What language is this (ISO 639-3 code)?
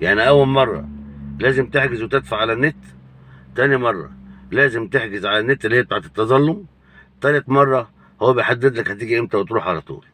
arz